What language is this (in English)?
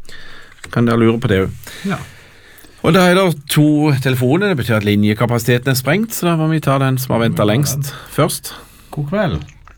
Norwegian